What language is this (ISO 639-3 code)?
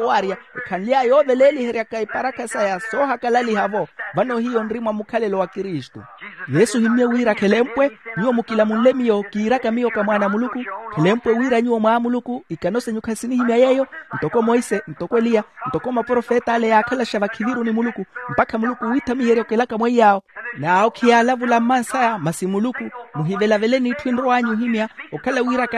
vmw